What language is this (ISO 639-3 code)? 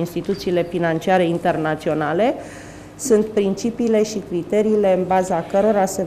ron